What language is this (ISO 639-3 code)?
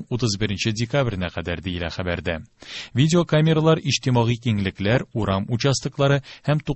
tat